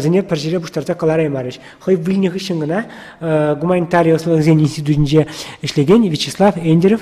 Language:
Chuvash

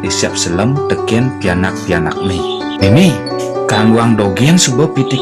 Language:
Balinese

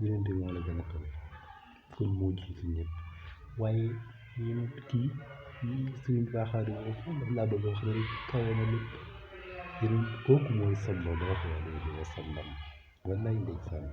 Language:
Wolof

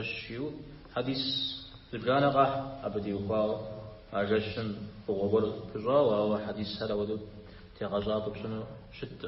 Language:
Kabardian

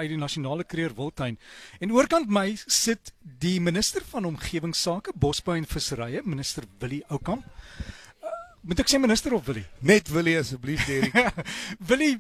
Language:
Afrikaans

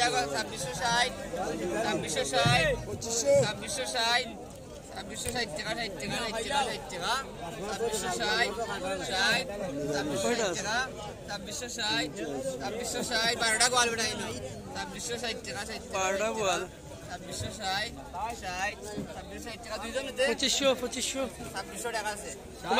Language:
Sylheti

